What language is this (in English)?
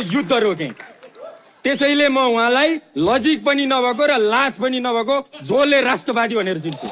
Nepali